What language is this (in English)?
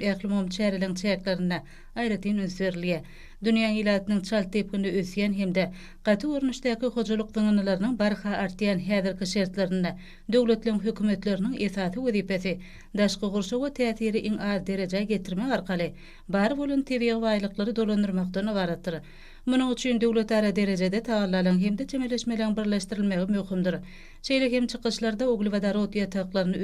Turkmen